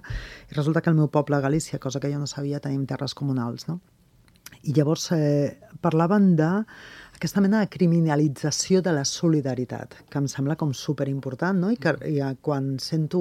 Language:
Catalan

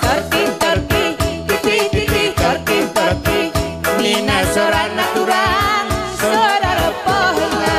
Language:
Batak Karo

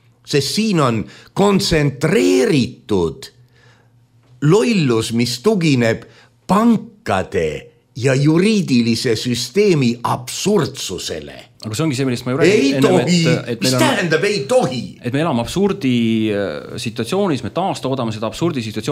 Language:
Estonian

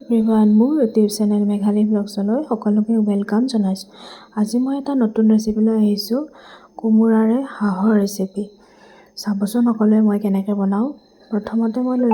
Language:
Assamese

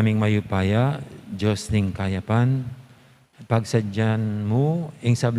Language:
Pampanga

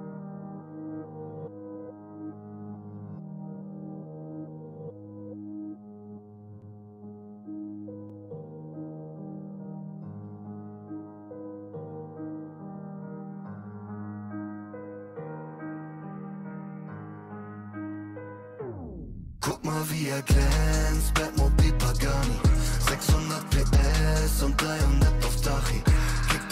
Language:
German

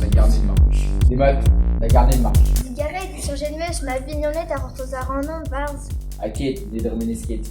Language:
Breton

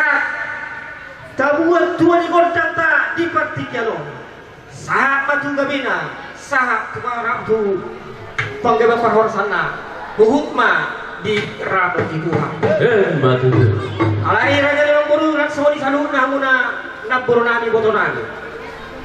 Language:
Batak Toba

